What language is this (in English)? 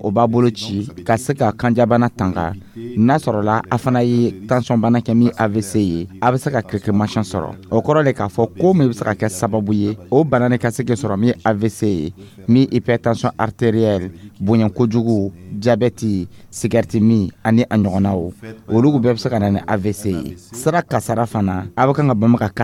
Dyula